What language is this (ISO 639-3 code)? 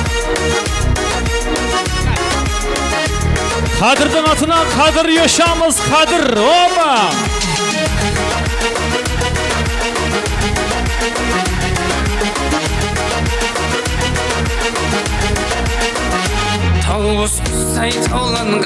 kaa